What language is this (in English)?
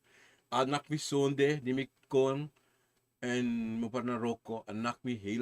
Sranan Tongo